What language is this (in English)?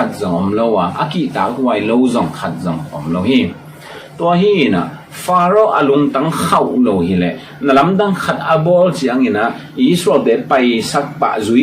Tedim Chin